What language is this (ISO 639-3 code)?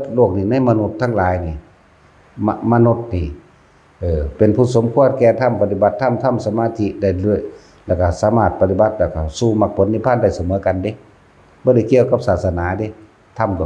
tts